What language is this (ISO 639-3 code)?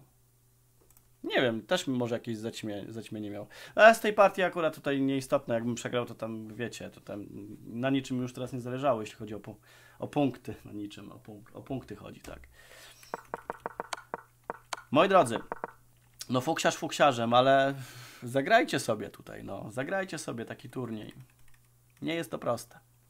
pol